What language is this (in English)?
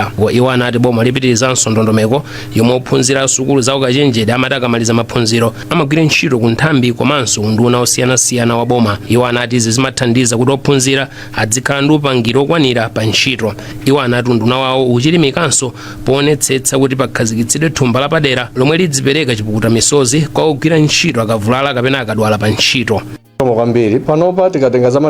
Nyanja